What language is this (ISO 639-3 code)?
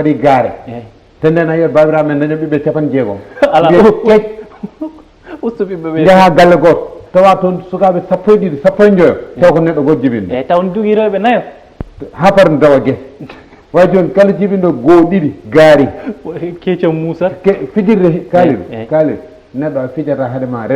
ful